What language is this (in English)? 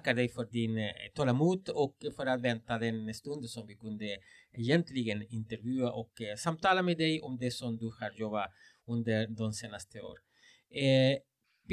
Swedish